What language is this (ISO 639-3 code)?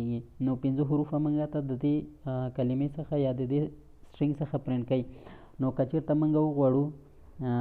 pus